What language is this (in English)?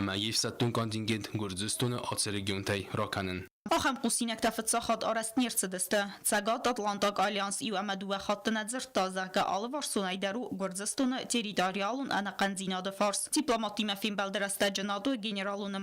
Ossetic